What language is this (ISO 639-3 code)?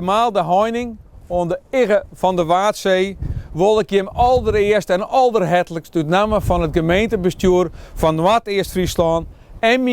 fry